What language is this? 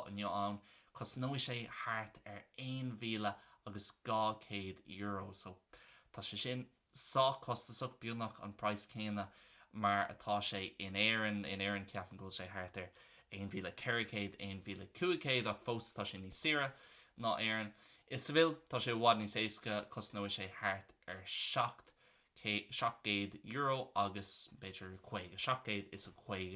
Irish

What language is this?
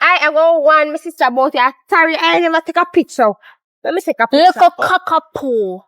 Jamaican Creole English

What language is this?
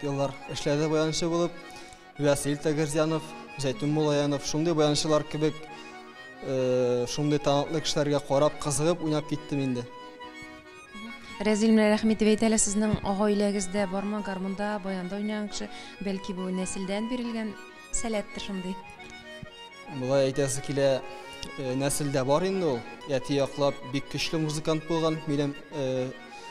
Tatar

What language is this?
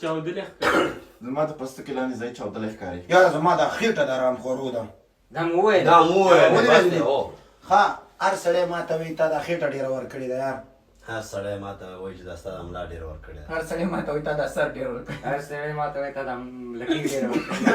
Pashto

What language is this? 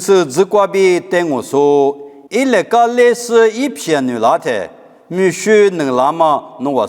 Lisu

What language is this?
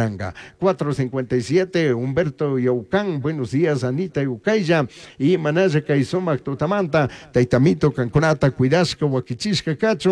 Chimborazo Highland Quichua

